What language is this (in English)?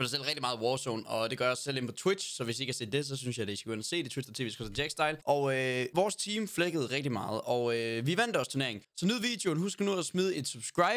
Danish